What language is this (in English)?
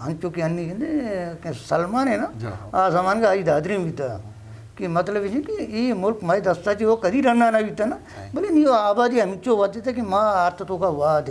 Eastern Balochi